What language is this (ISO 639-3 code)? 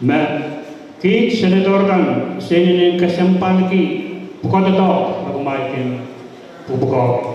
pon